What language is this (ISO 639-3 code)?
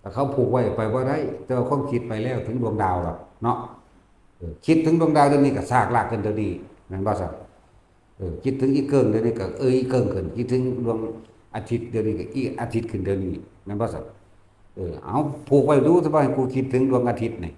tts